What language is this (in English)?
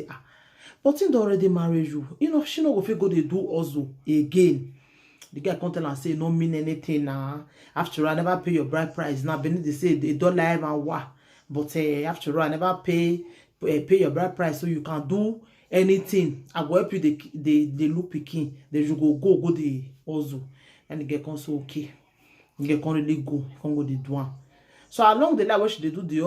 Nigerian Pidgin